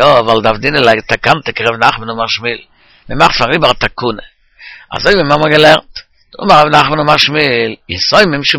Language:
Yiddish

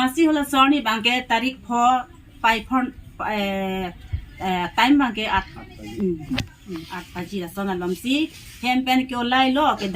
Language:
Karbi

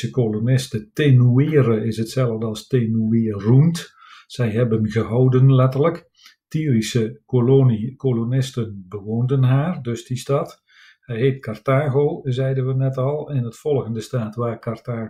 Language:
Dutch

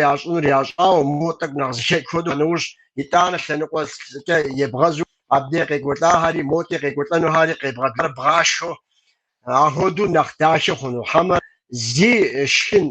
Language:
Kabardian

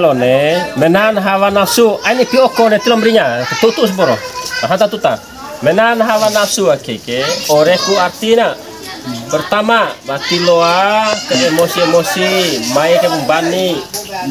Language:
Bima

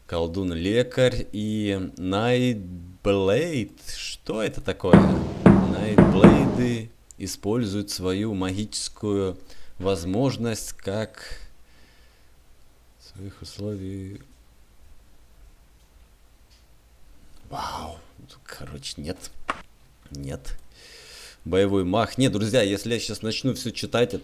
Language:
Russian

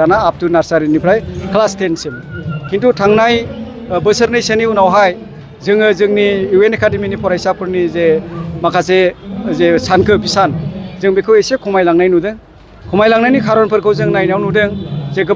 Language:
Bodo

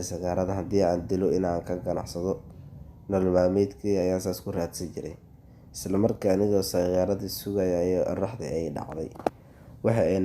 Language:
Somali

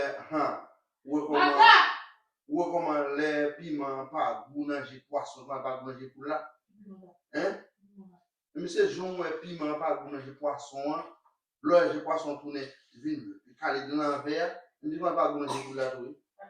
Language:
Haitian Creole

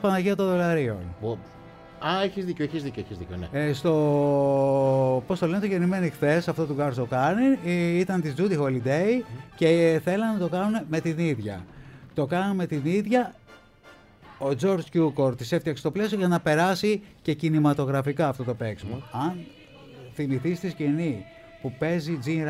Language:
Greek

